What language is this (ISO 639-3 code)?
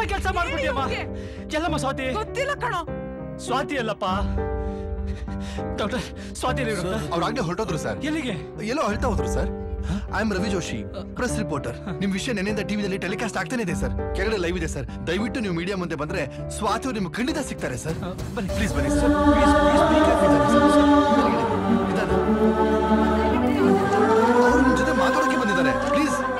kan